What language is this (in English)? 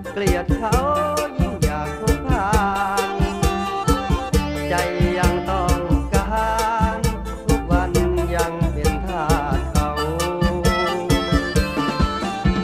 Thai